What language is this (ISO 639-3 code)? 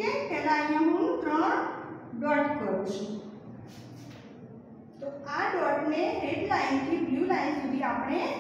guj